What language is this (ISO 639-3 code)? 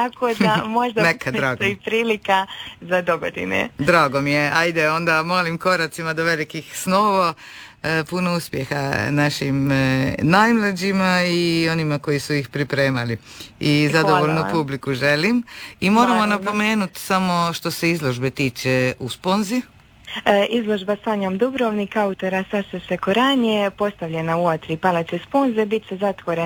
hrv